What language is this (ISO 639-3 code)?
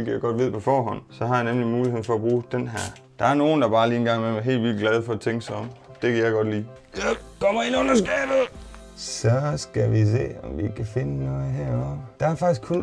dan